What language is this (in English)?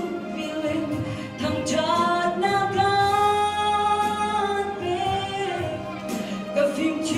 Hakha Chin